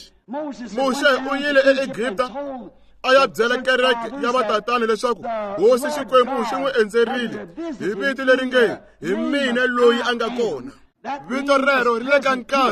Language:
Tsonga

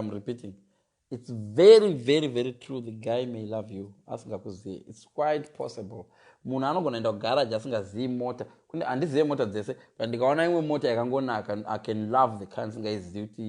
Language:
Shona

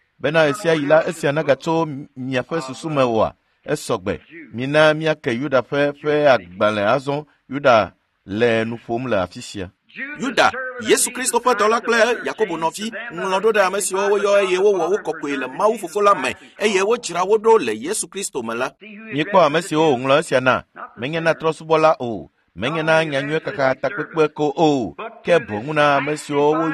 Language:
Ewe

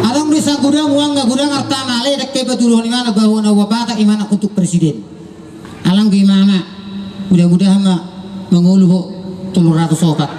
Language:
Batak Toba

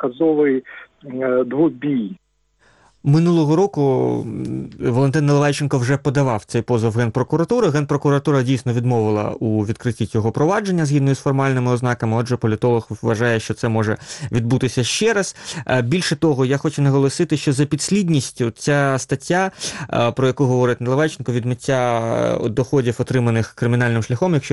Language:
Ukrainian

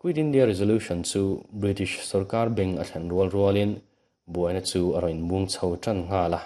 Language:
Mizo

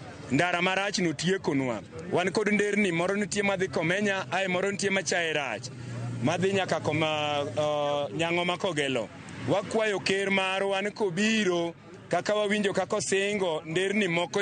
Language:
Luo (Kenya and Tanzania)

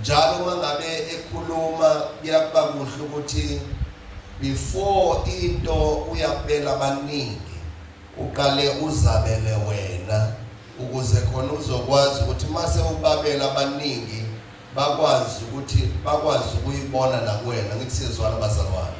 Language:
Zulu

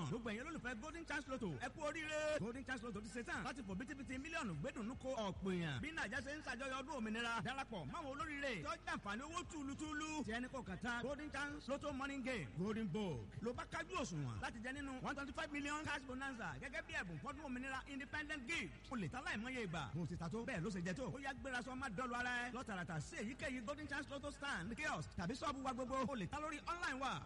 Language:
Yoruba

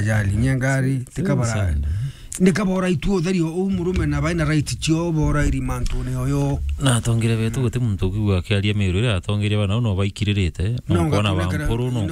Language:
Meru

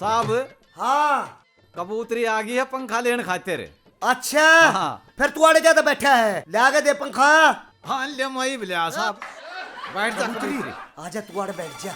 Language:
Haryanvi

